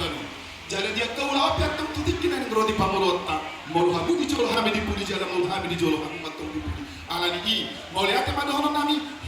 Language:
Batak Toba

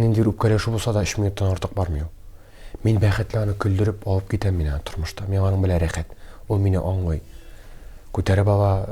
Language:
Tatar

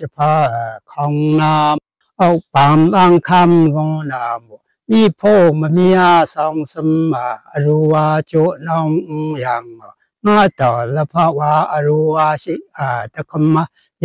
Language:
Kachin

